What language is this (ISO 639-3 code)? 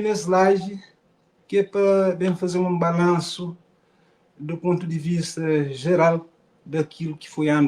kea